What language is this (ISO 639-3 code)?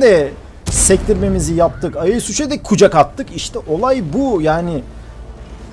tur